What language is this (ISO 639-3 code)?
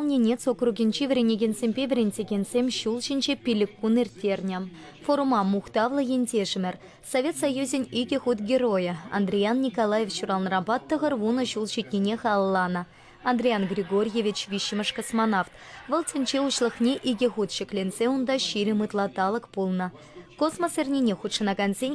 chv